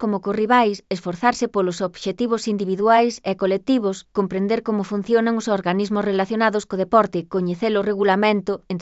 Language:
Galician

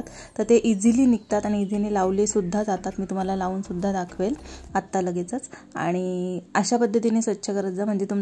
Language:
Marathi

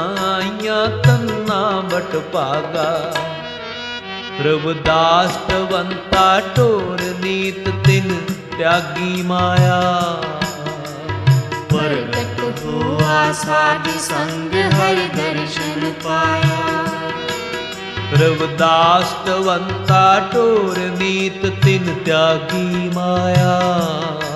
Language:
Punjabi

